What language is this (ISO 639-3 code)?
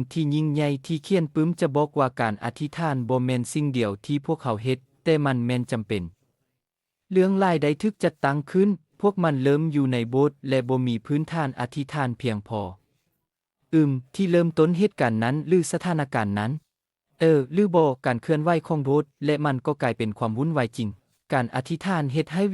lao